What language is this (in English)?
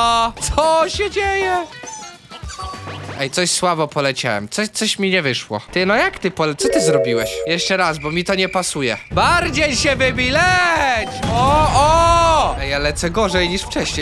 Polish